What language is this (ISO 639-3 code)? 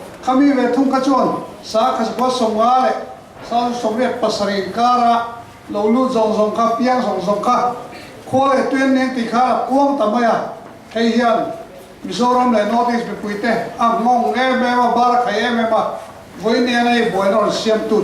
lus